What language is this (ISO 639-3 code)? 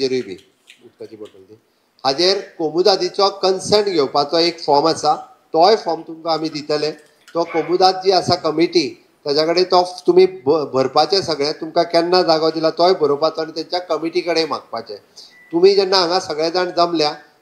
kok